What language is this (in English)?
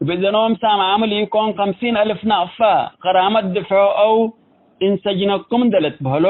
Tigre